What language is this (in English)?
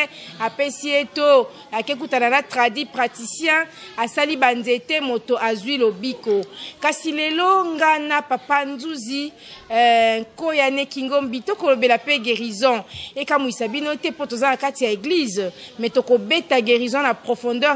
Lingala